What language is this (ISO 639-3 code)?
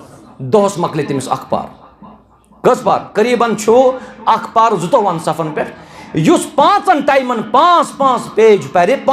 kas